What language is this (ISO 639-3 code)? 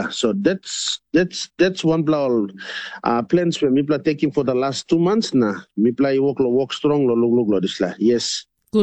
tpi